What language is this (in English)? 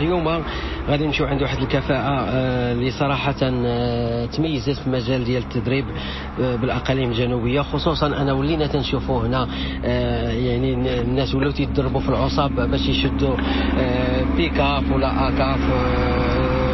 Moroccan Arabic